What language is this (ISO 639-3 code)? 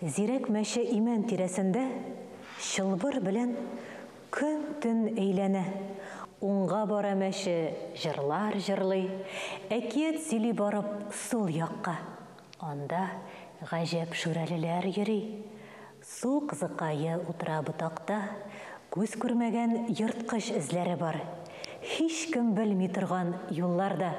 tat